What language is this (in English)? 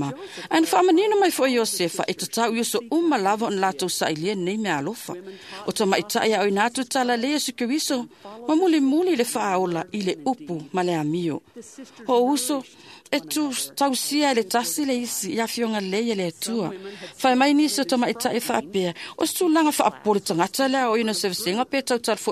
Samoan